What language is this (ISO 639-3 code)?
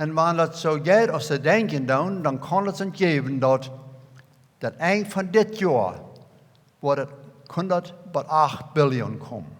pdt